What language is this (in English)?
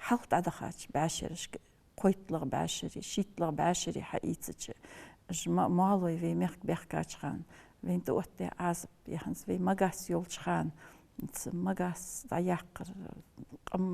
Ingush